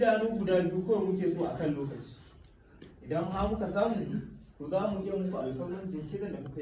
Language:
Hausa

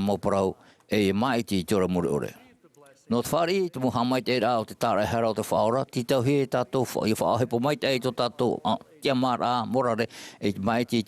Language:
Tahitian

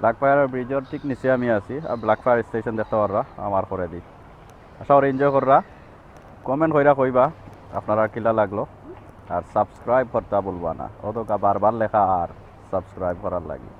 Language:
Sylheti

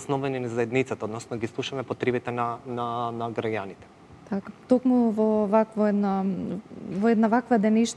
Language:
Macedonian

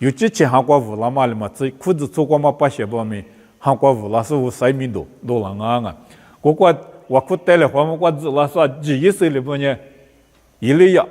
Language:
Lisu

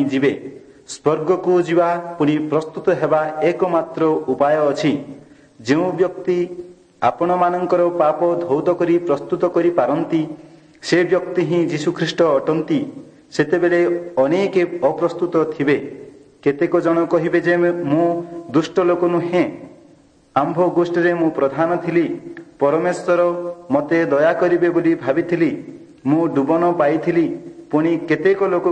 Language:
Odia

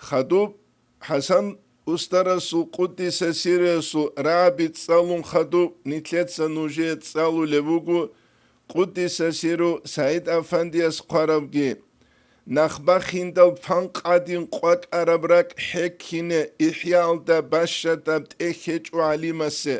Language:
Avaric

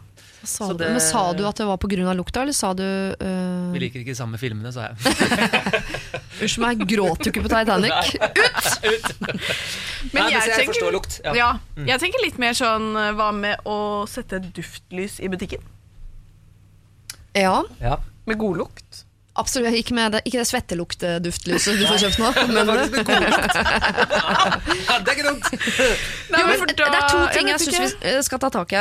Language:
Norwegian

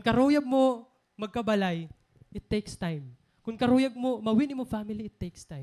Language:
Waray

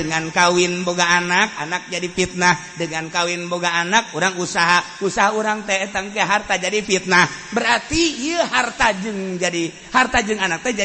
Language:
Sundanese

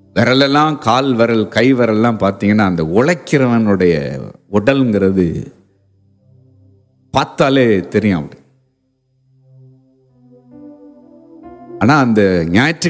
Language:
Tamil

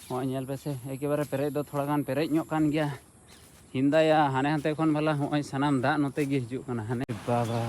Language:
Santali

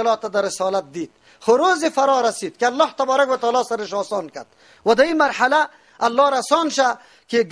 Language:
Persian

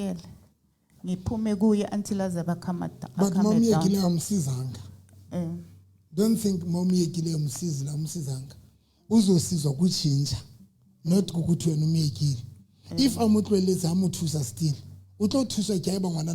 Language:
Southern Sotho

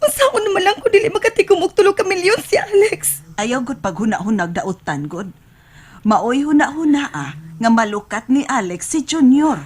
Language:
Cebuano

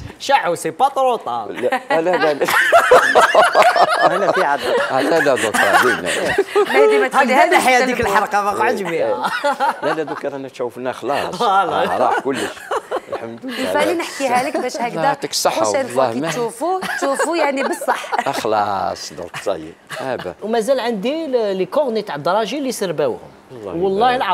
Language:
Algerian Arabic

